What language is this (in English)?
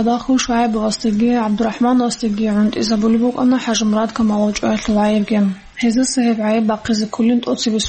Avaric